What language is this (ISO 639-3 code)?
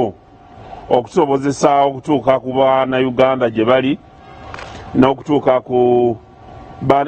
lug